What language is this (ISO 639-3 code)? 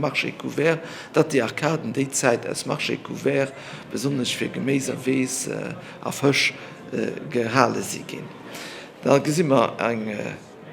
ltz